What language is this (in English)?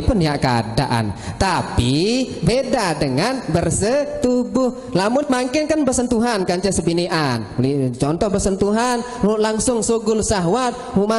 Sasak